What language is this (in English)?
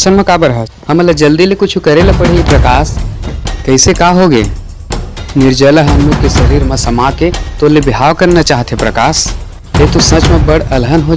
Chhattisgarhi